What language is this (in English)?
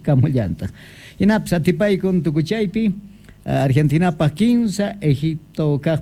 Quechua